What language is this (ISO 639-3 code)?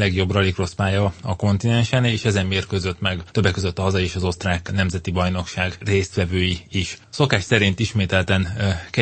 hun